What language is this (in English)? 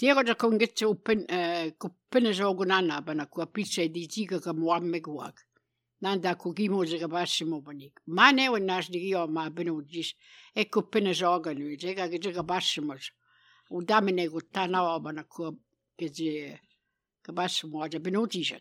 Albanian